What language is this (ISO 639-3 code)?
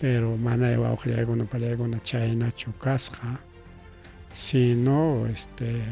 quy